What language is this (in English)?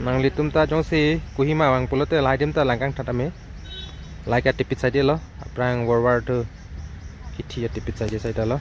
Karbi